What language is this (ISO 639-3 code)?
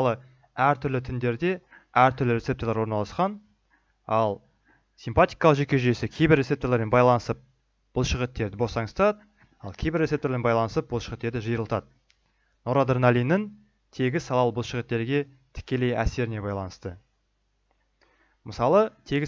kaz